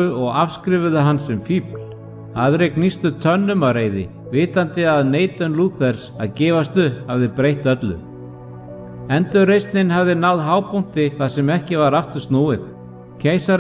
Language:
Icelandic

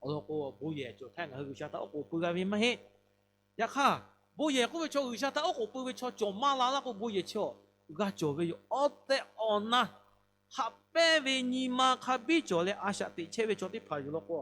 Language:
Lahu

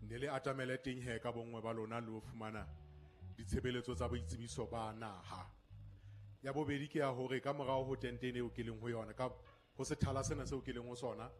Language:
Southern Sotho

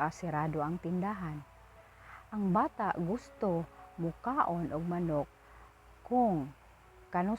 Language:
Cebuano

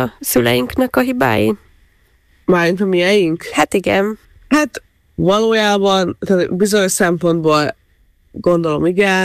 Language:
Hungarian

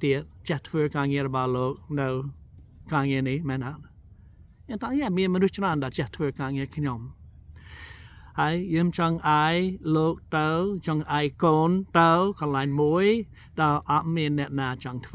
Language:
Khmer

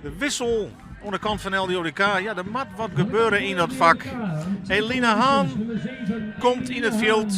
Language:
Western Frisian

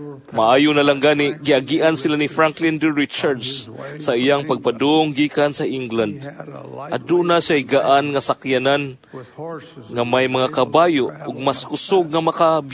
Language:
Cebuano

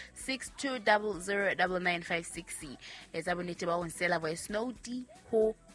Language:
Southern Sotho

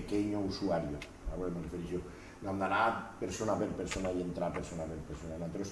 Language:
Catalan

